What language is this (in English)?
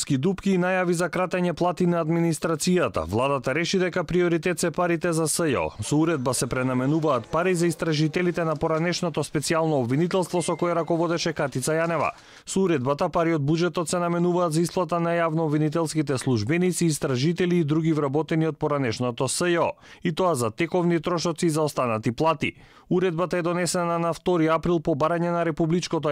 Macedonian